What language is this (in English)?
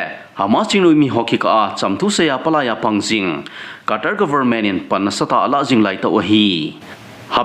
Thado Chin